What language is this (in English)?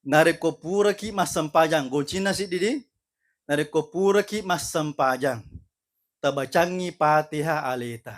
Buginese